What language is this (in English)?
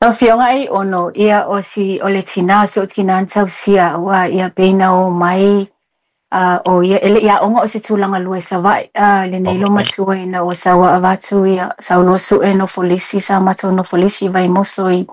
Samoan